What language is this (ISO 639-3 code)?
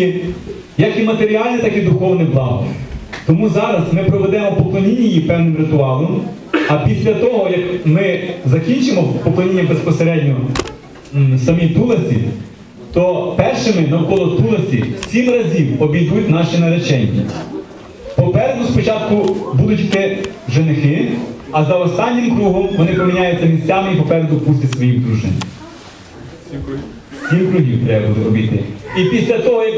ukr